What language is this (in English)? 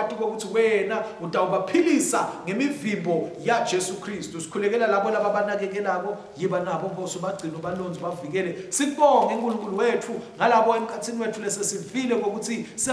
Swati